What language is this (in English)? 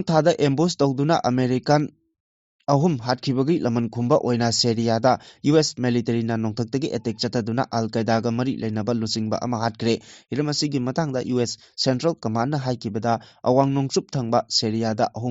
Manipuri